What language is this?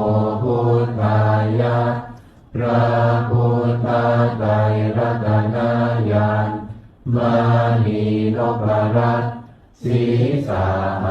Pali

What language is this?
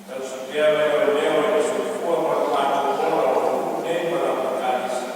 Samoan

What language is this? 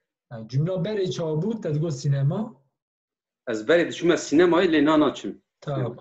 Kurdish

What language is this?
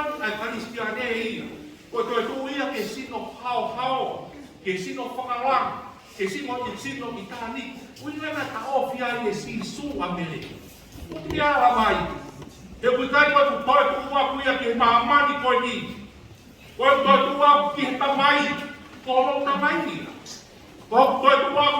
Tongan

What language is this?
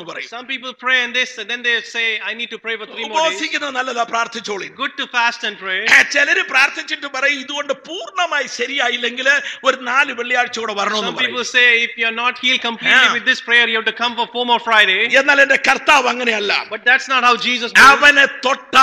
Malayalam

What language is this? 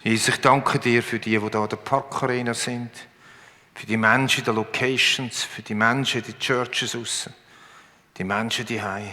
Swiss German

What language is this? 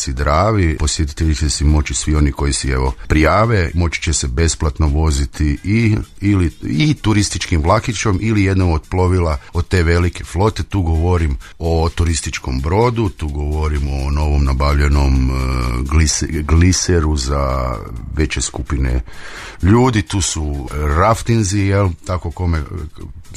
Croatian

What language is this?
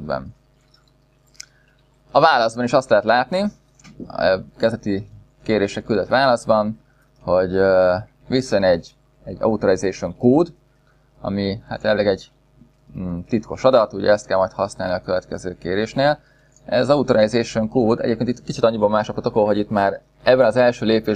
Hungarian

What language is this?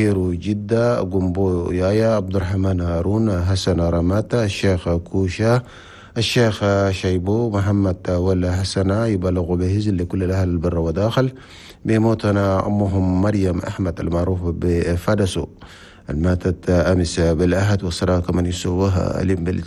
Chadian Arabic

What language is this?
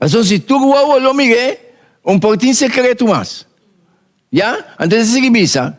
Papiamento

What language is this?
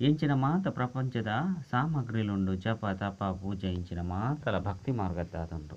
Tulu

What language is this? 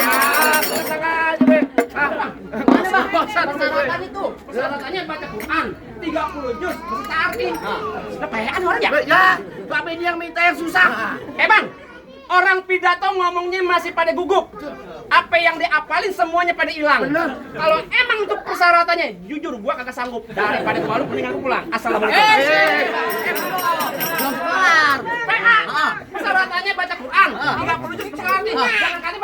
Betawi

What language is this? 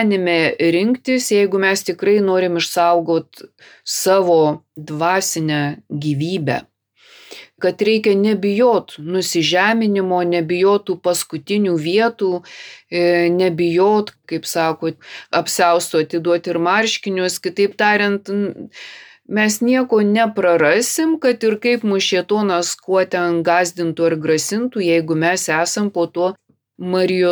Lithuanian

